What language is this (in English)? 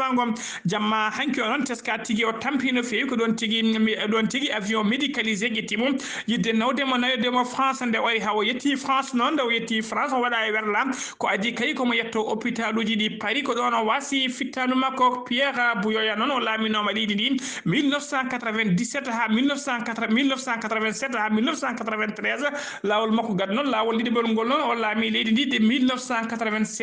Fula